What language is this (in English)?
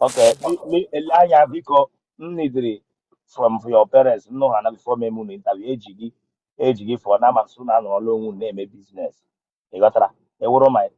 Igbo